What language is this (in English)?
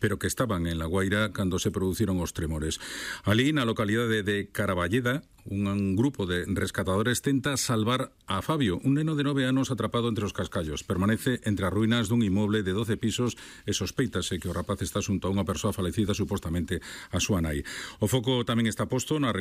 Galician